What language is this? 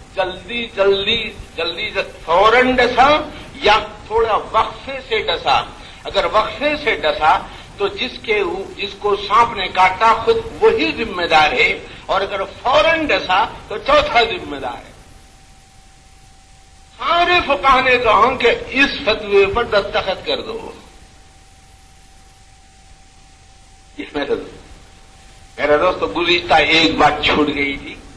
Urdu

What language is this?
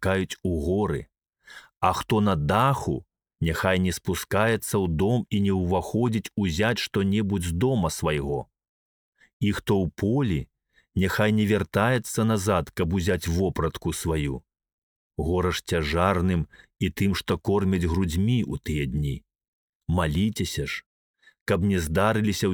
Belarusian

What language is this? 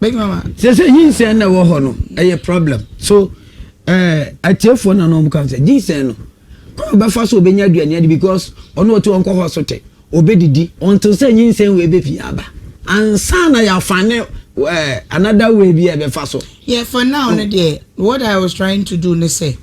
Akan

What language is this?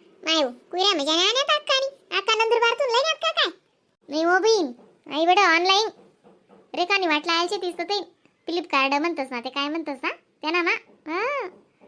Khandesi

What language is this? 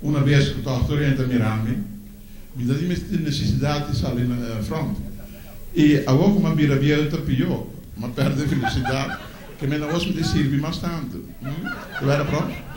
Papiamento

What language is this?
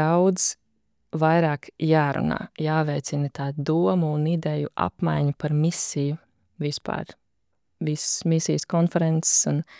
Latvian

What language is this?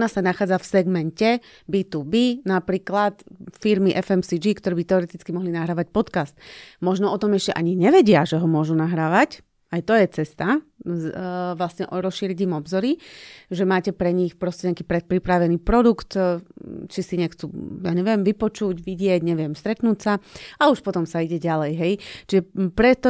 Slovak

